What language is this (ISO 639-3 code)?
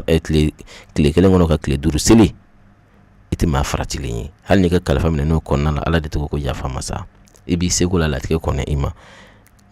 bam